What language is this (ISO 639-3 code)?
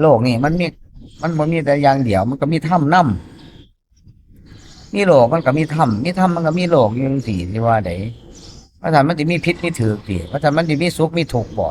tts